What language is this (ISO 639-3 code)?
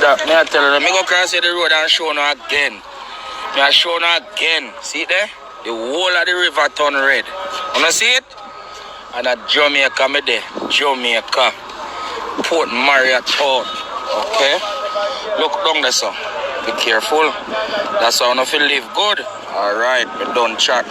jam